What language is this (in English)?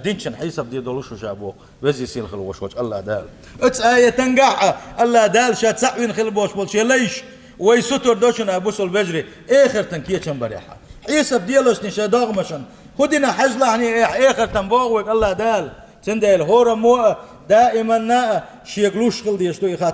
Chechen